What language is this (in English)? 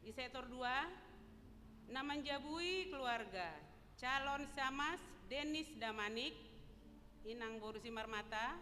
Batak Simalungun